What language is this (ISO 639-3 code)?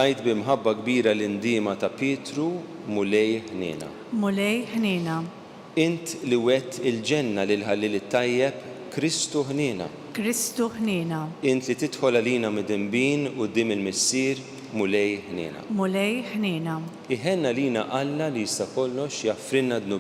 mlt